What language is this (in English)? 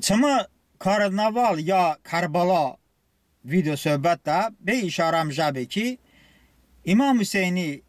Talysh